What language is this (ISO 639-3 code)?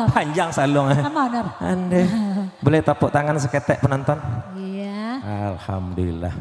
min